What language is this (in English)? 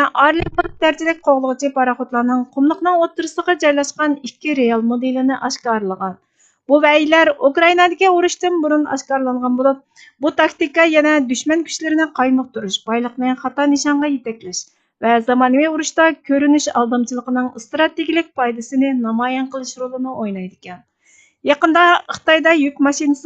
Uyghur